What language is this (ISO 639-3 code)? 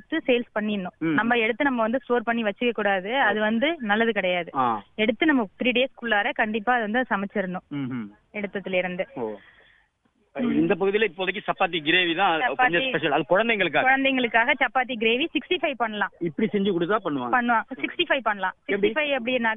tam